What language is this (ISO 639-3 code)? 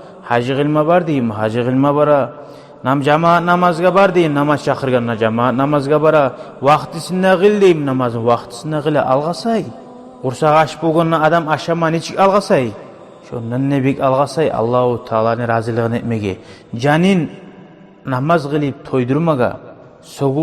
kum